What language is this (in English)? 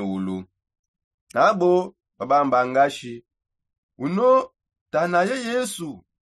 Songe